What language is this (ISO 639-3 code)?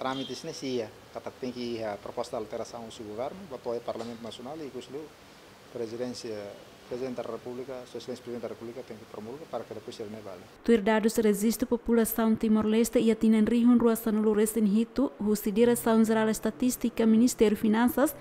tet